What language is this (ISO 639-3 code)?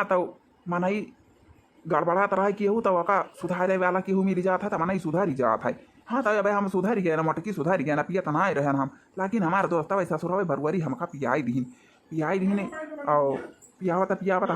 awa